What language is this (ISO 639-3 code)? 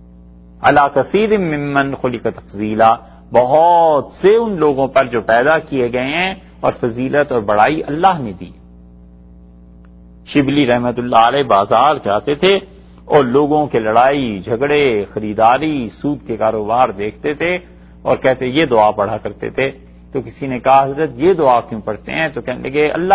urd